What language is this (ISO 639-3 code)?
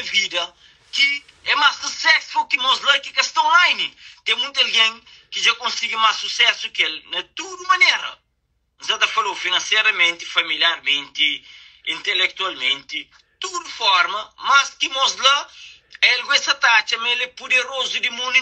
kea